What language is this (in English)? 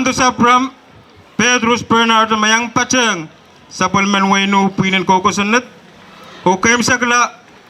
Pohnpeian